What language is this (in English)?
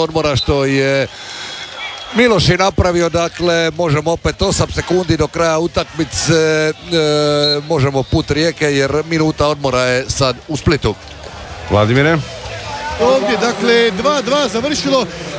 Croatian